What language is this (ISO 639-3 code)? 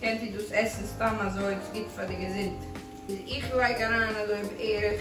yid